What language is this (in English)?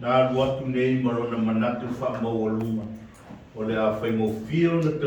Samoan